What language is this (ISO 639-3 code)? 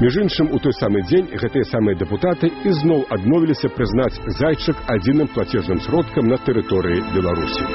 bel